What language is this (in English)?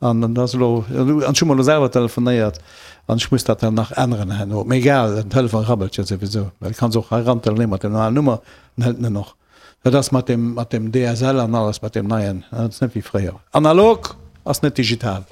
Luxembourgish